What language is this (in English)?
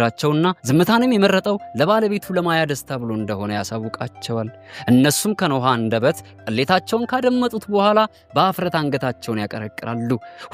Amharic